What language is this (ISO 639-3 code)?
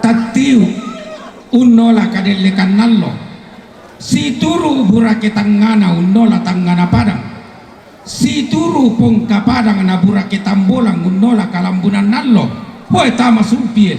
sda